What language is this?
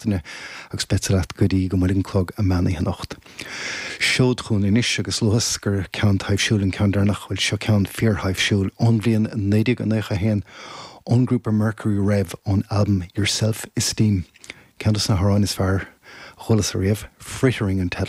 Irish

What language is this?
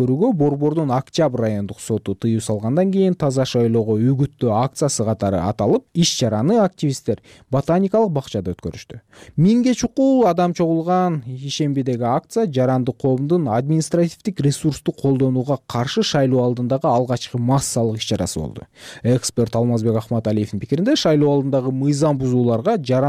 Kyrgyz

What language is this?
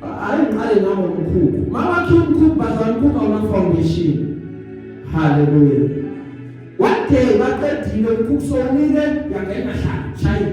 Zulu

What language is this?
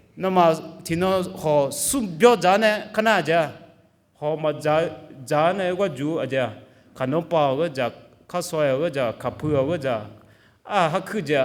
Akha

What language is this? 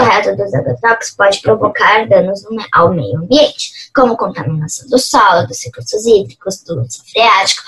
Portuguese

